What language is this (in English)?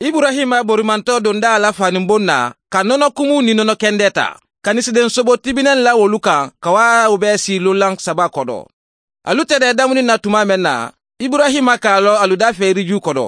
Mandingo